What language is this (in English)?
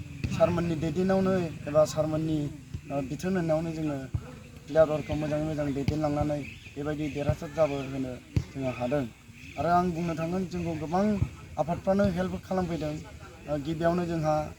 Bodo